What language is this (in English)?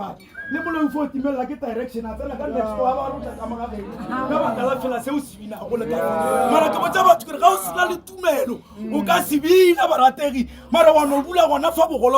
Northern Sotho